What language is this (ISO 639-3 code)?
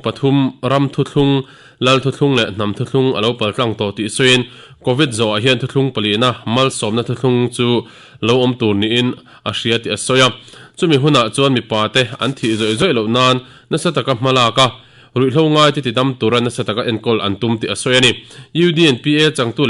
lus